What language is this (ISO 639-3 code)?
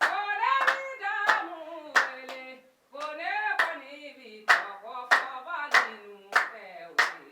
bam